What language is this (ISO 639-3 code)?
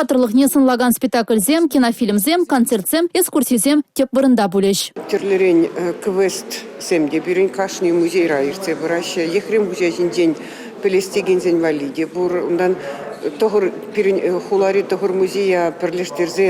chv